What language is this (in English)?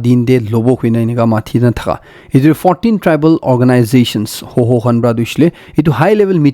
Naga Pidgin